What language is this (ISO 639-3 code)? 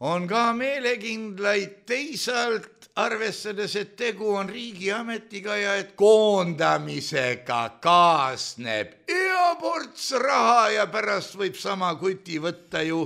est